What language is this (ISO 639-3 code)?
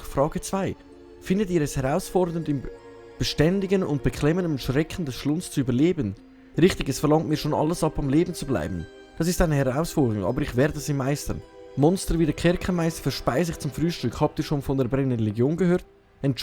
gsw